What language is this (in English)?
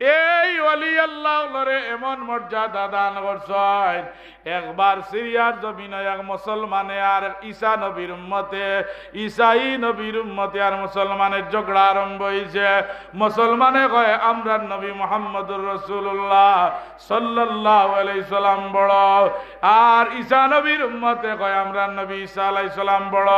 Sylheti